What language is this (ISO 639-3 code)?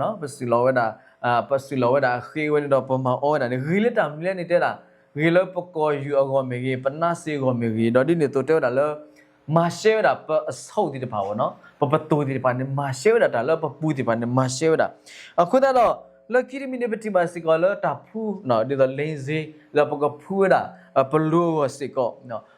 ksw